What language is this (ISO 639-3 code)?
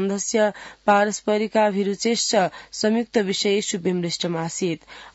san